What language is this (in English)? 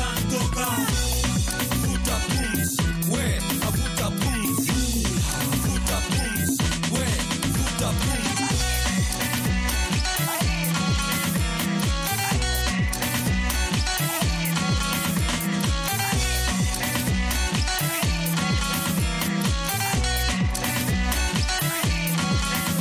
Swahili